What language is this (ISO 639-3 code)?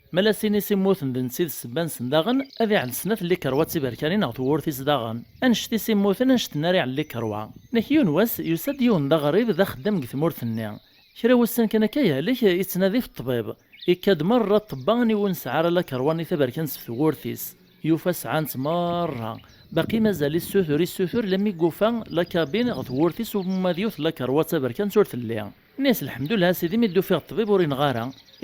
kab